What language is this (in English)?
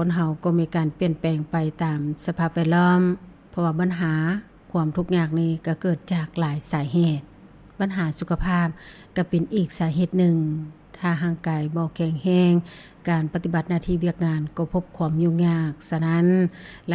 Lao